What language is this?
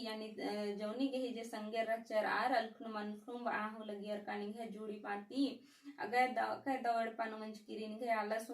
Kurukh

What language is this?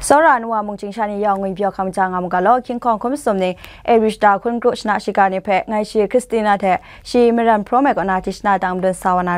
Kachin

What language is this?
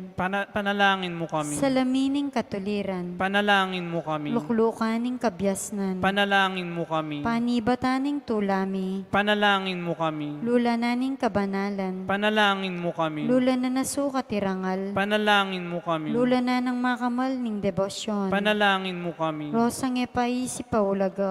Pampanga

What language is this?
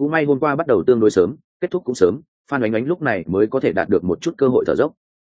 Vietnamese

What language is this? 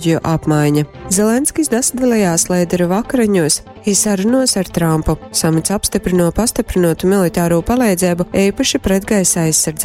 Latgalian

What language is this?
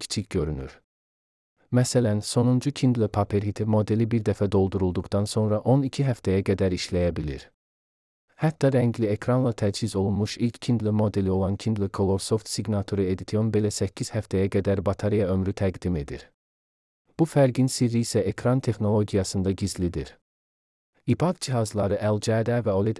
Azerbaijani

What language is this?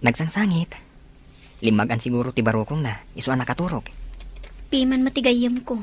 Iloko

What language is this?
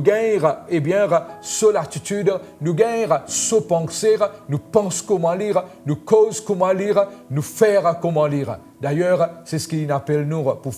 Morisyen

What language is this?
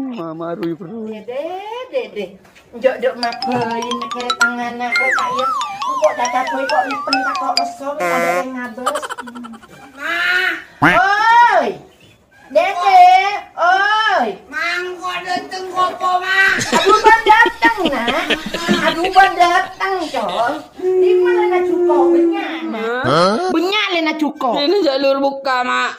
Madurese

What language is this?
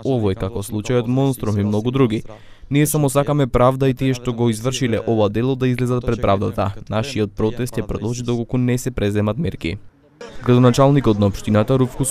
Macedonian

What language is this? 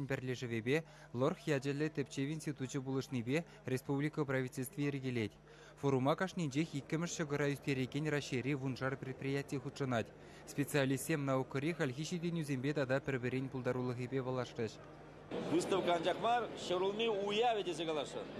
Chuvash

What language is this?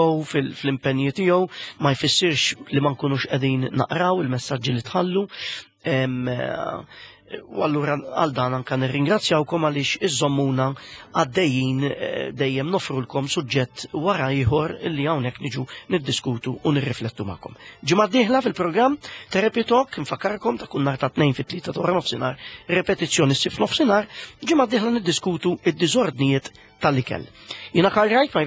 Maltese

